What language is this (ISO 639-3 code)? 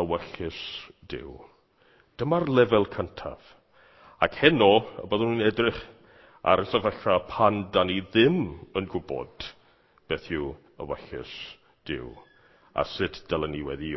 cym